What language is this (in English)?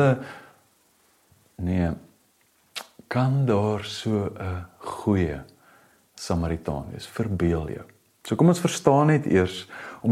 Afrikaans